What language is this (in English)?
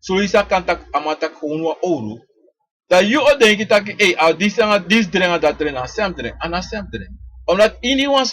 Sranan Tongo